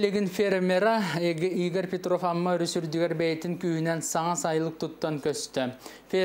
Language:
Yakut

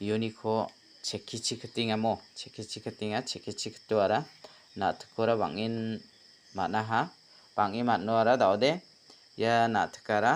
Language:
Garo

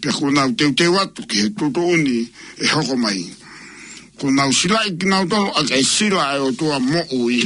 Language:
Tongan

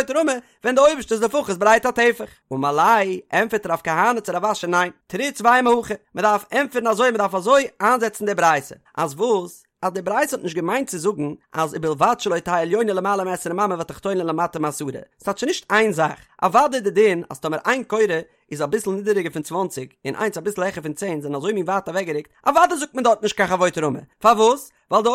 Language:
Yiddish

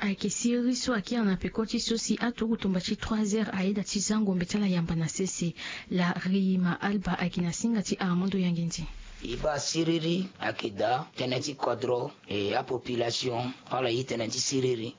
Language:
Sango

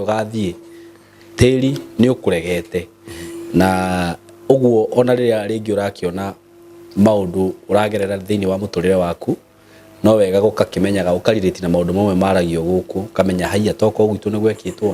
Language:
Kikuyu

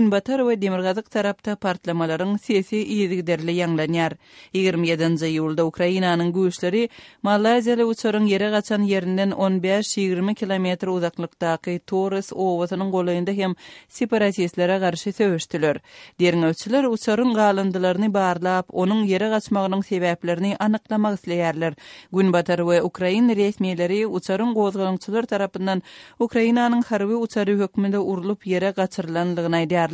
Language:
Kyrgyz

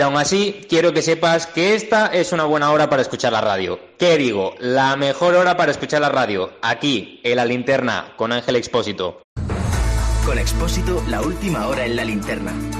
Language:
Spanish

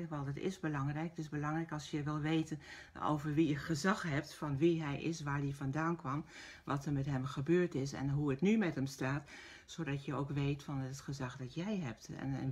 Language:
Dutch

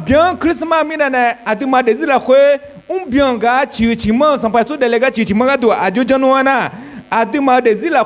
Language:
Akha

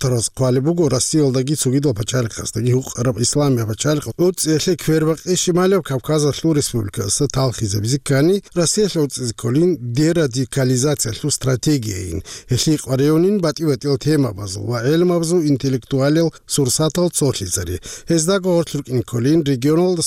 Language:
Avaric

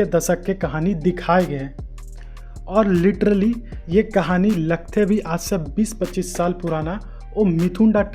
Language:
Chhattisgarhi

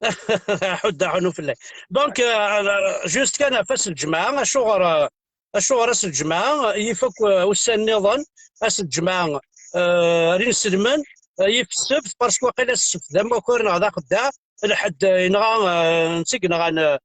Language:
Kabyle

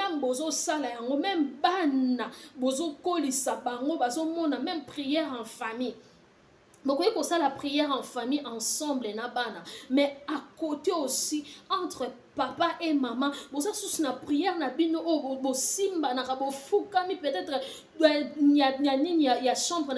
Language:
Lingala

